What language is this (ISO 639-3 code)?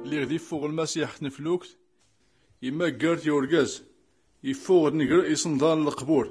shi